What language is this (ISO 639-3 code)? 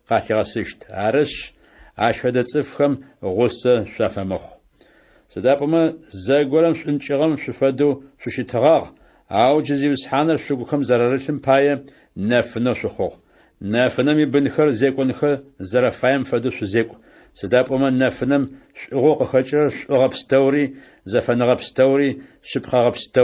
ady